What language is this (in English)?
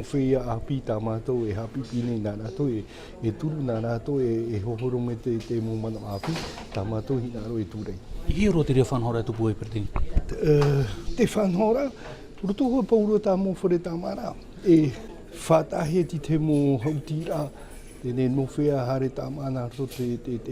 Tahitian